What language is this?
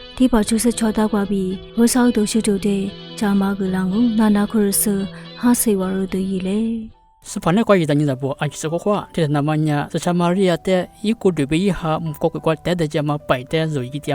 Lisu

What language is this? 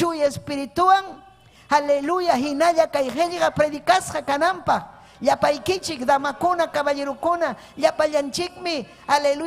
Ayacucho Quechua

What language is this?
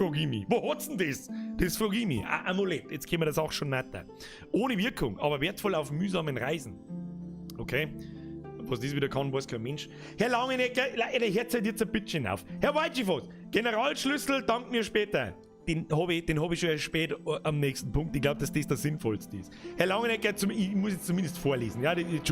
Bavarian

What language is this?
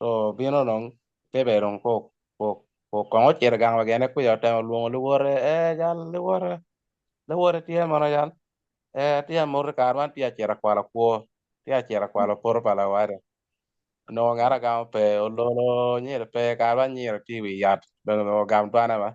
Acoli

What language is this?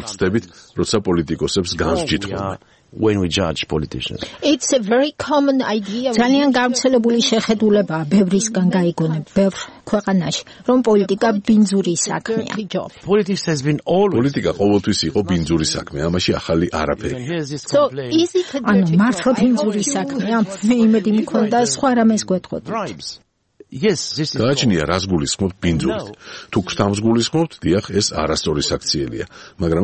Georgian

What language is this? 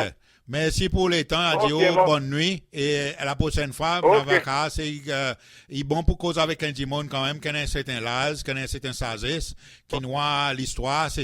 Seselwa Creole French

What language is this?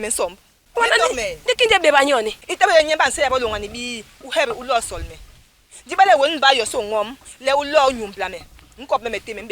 Basaa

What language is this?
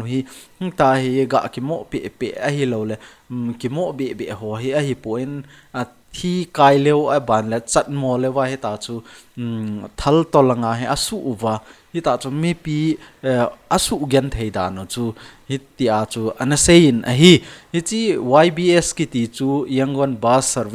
Thado Chin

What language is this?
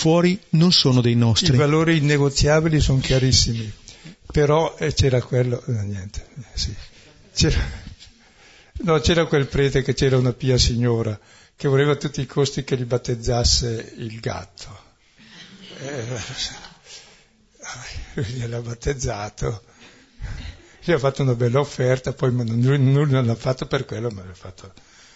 Italian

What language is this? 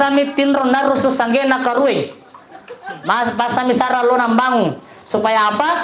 Makasar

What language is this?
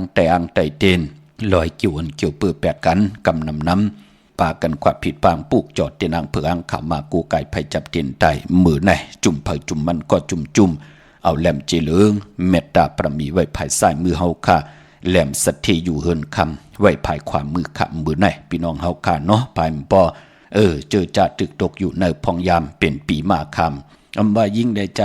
Shan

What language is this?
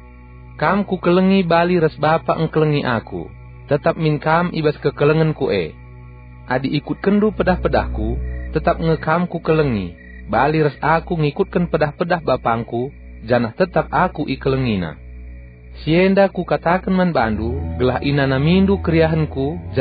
Batak Karo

